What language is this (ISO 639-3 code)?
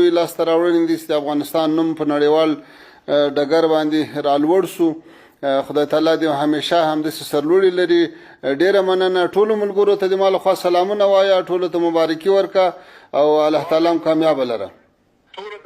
pus